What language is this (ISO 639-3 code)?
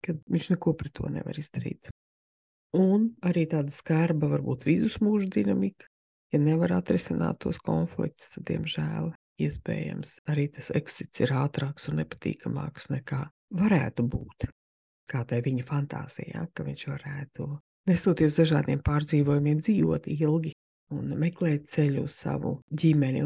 lav